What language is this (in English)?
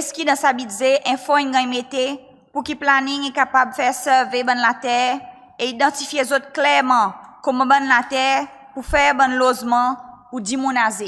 Seselwa Creole French